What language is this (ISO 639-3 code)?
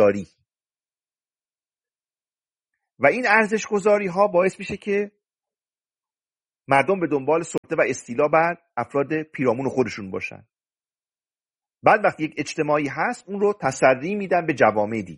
fas